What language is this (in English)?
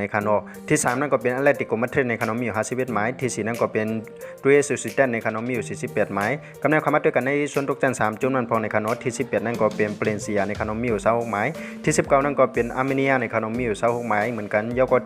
Shan